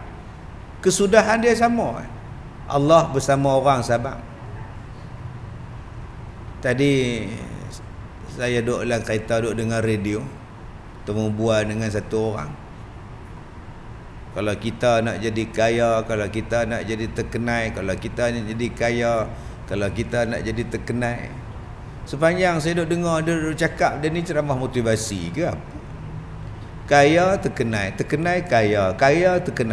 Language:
Malay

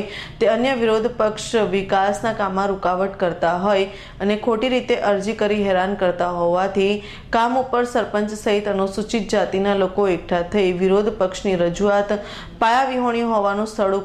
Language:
Gujarati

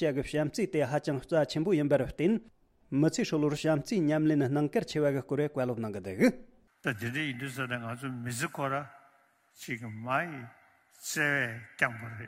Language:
Tibetan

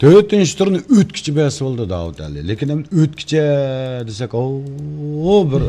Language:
Uyghur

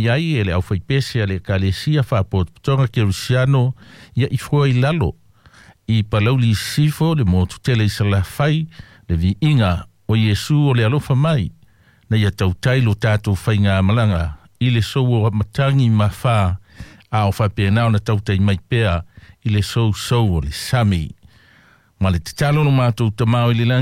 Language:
Samoan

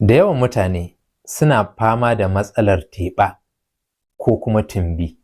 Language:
Hausa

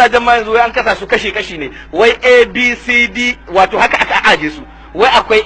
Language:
Hausa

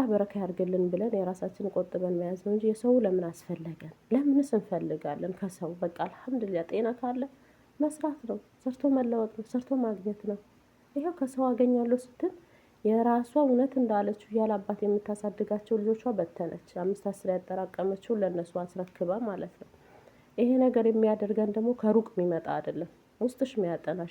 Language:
Amharic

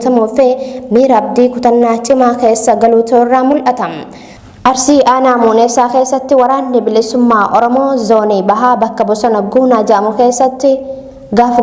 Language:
Oromo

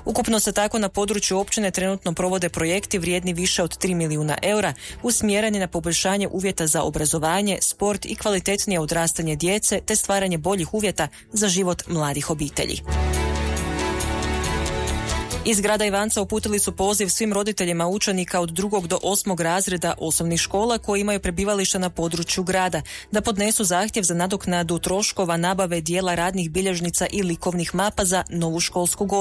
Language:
Croatian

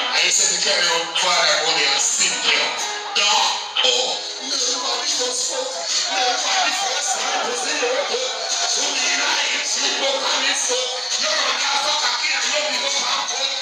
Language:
Jamaican Creole English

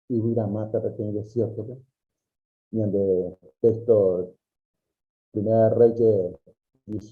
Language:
Guarani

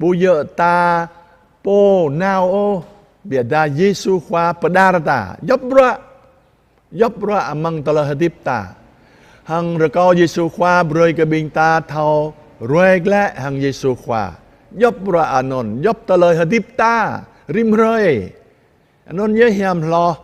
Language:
Jarai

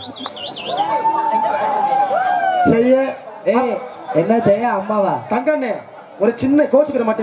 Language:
Tamil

